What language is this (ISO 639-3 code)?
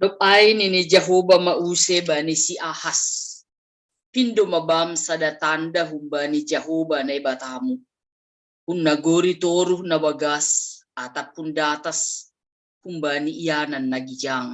bts